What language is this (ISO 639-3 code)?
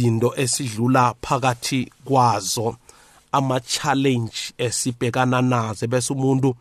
nbl